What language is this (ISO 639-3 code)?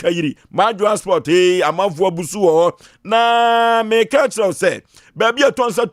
aka